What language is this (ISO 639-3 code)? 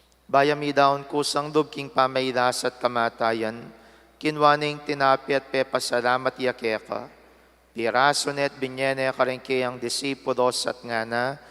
pam